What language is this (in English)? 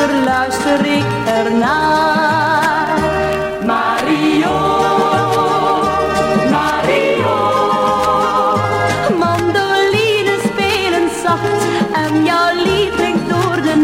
Dutch